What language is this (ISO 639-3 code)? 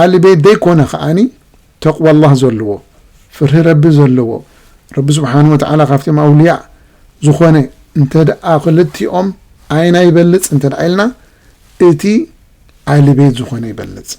tir